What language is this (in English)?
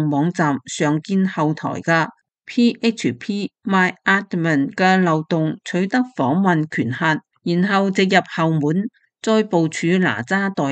Cantonese